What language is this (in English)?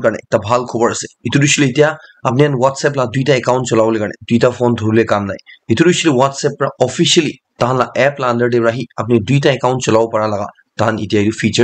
Naga Pidgin